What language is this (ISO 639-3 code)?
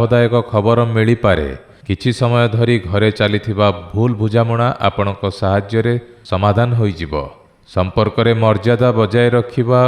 ori